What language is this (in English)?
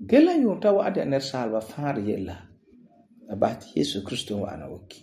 Frafra